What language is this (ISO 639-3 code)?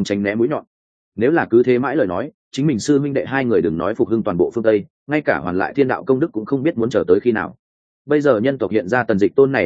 vie